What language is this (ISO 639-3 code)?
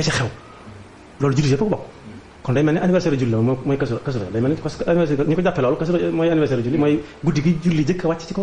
wol